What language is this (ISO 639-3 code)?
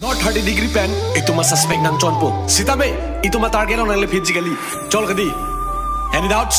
mjw